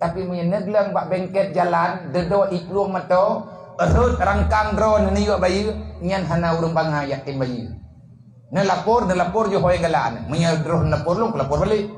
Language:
Achinese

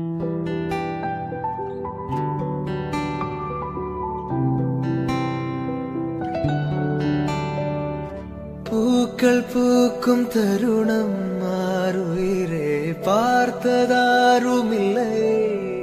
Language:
Tamil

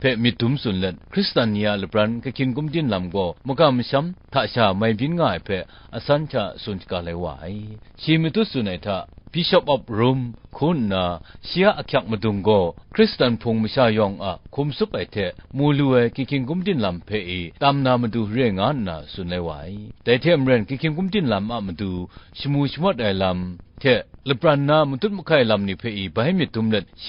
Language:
Kachin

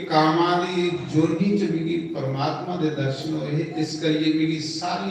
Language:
Dogri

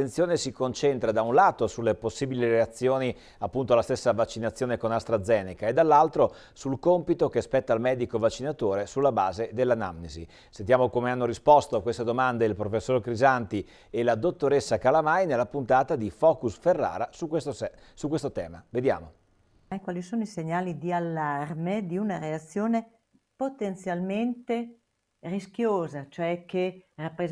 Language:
Italian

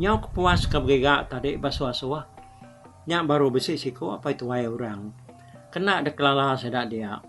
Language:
Iban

